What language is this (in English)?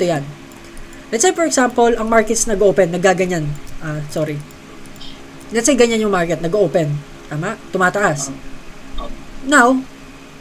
Filipino